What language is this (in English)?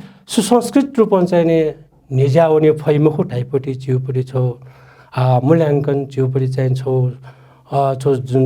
Newari